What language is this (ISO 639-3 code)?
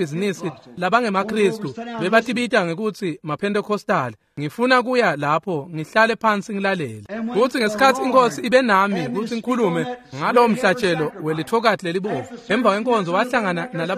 ssw